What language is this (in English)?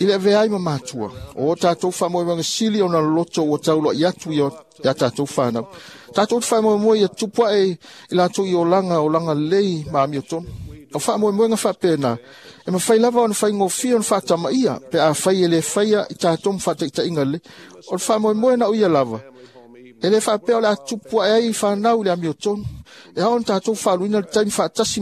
Samoan